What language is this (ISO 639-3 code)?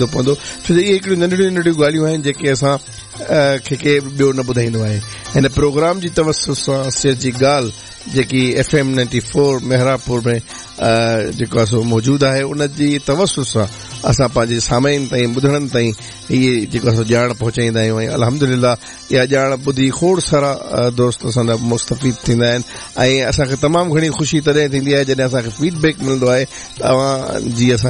snd